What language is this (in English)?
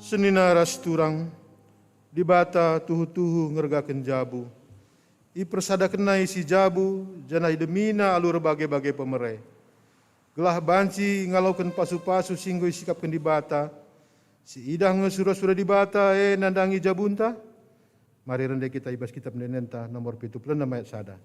Batak Karo